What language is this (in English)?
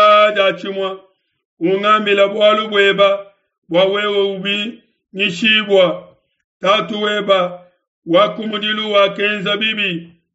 Luba-Lulua